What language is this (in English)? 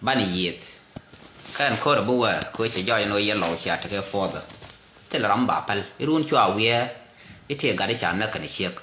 Nuer